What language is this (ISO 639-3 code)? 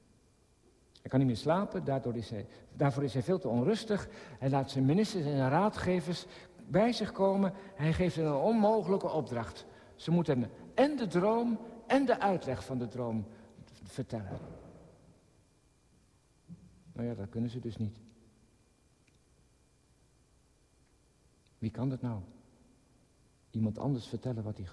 nld